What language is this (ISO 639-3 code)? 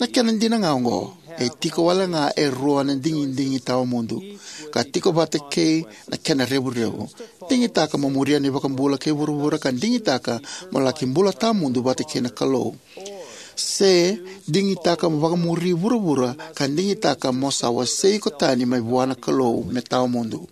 fij